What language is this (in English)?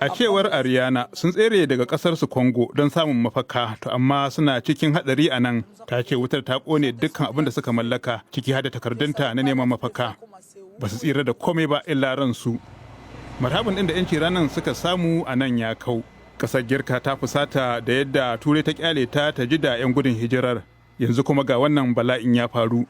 Hausa